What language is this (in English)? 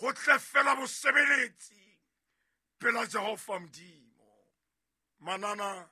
Southern Sotho